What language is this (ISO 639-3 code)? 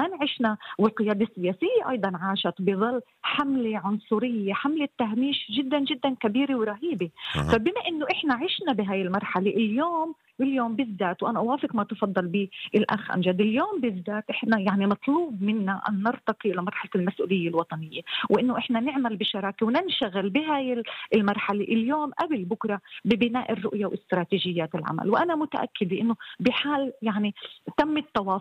apc